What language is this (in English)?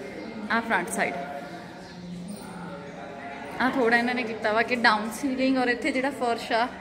Punjabi